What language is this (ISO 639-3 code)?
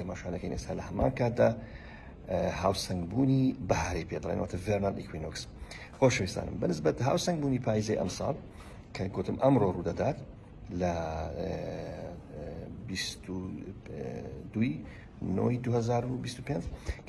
ckb